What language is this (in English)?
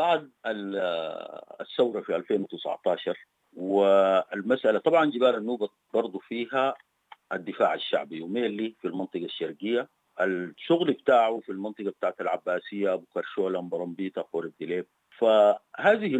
Sudanese Arabic